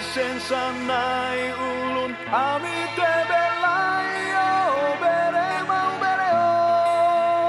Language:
Tetum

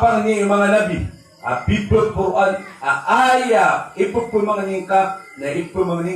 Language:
Maranao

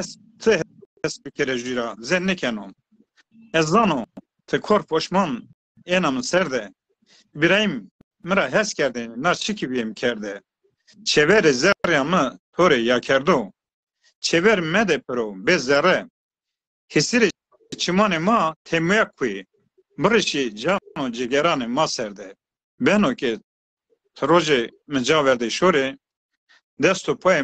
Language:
Zaza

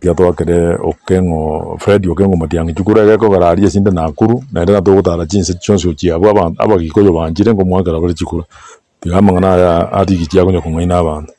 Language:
Gusii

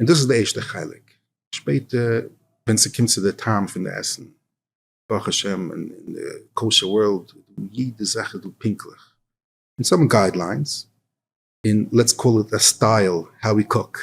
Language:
Yiddish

